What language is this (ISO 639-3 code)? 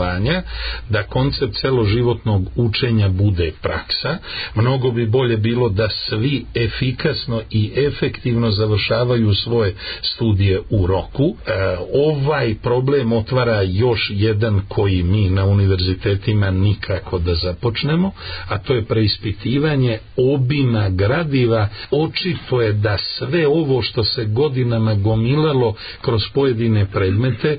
srp